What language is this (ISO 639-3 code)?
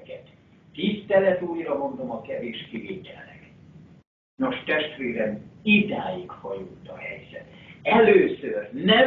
hun